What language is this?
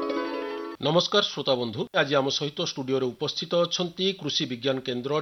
Odia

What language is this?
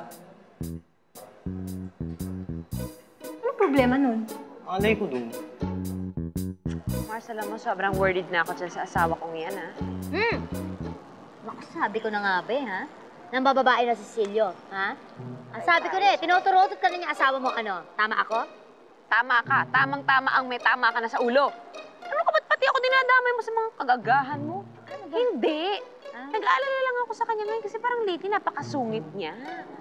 Filipino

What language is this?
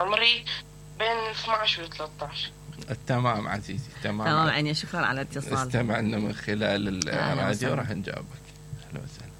Mesopotamian Arabic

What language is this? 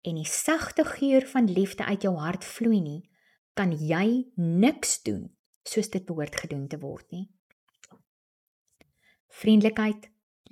Afrikaans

